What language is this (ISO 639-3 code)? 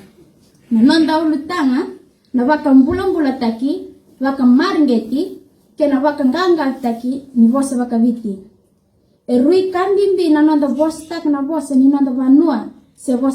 fij